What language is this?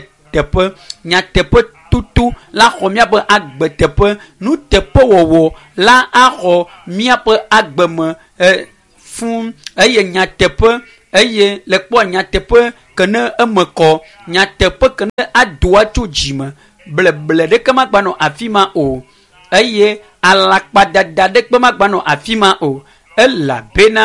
Ewe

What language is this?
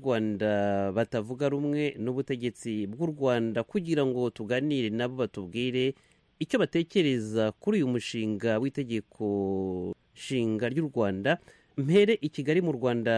Kinyarwanda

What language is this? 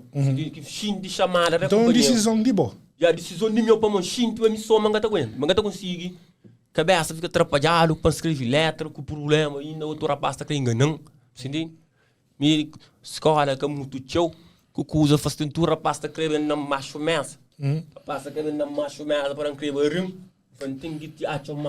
Kabuverdianu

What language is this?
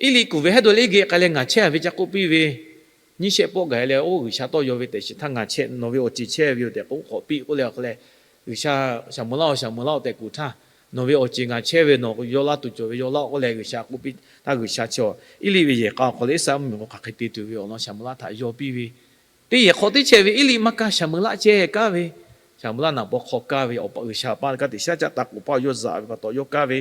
Lahu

